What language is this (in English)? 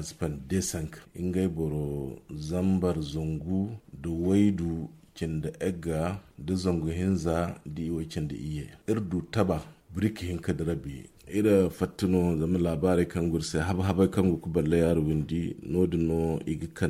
Zarma